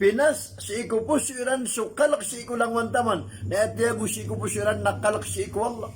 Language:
Maranao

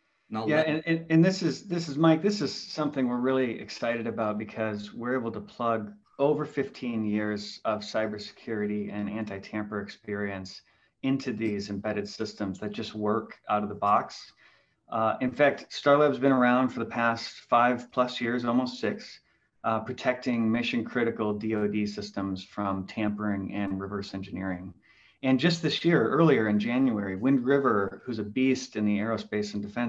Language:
English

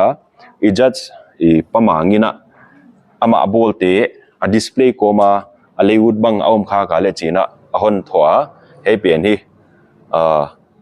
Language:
Paite Chin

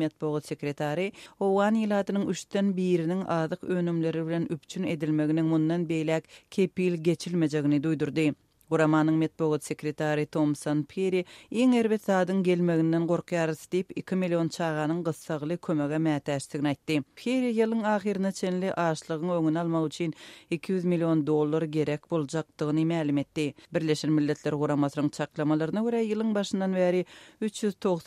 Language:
Turkmen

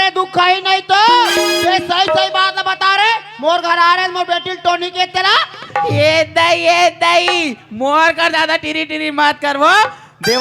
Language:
Chhattisgarhi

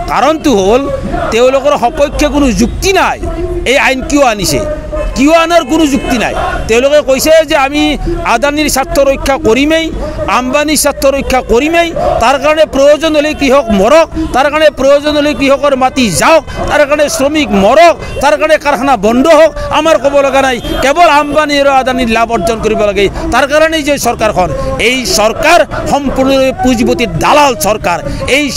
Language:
Assamese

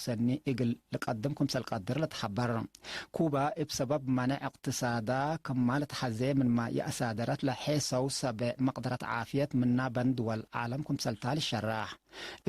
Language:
Tigre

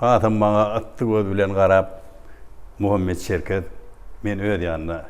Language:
Turkmen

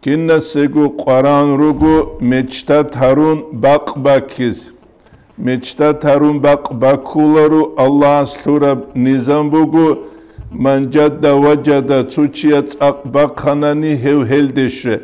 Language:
Avaric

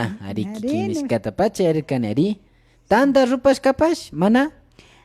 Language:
Imbabura Highland Quichua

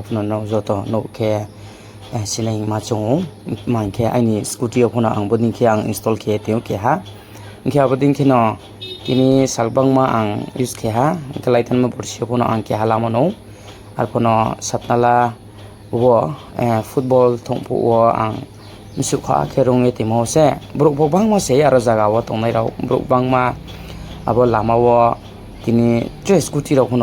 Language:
Riang (India)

